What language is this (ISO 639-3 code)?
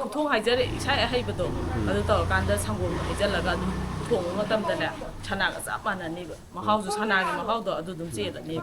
mni